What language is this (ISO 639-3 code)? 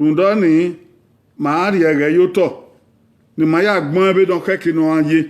bin